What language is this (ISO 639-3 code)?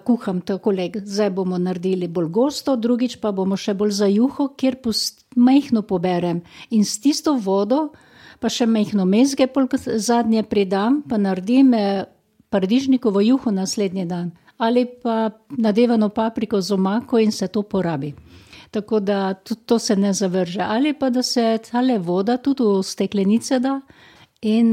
slv